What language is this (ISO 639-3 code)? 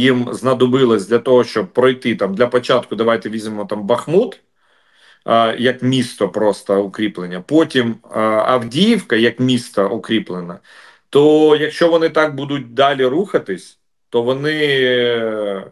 ukr